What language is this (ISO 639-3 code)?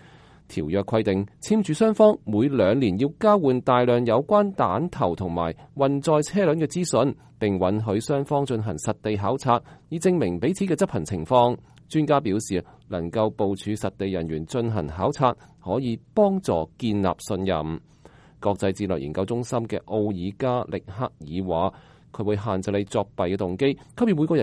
yue